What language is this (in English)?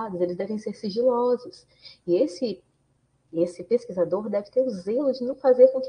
Portuguese